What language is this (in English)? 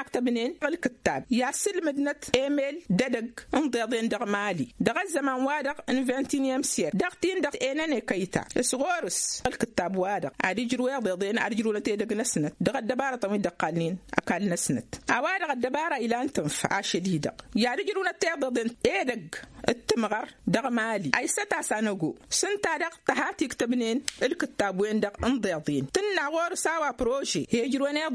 Tamasheq